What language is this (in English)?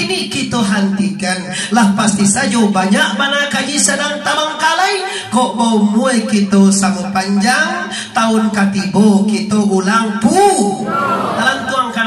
Minangkabau